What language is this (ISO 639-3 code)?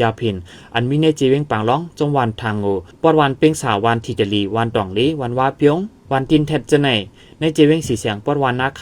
shn